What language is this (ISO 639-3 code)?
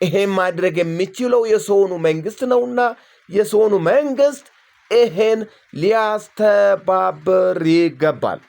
amh